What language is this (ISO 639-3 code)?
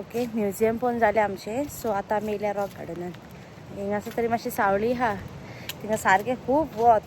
kok